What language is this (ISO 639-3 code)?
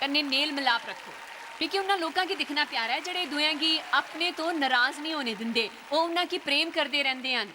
doi